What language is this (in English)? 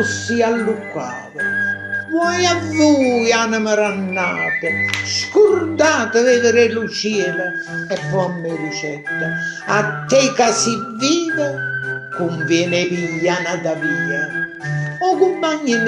Neapolitan